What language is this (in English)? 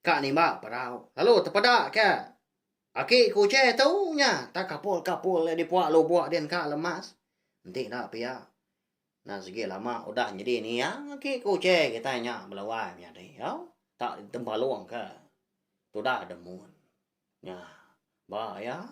Iban